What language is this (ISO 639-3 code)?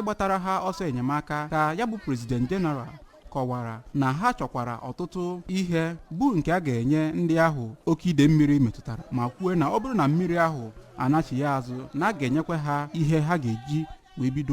ibo